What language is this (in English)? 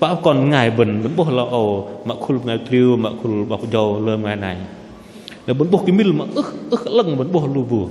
Bahnar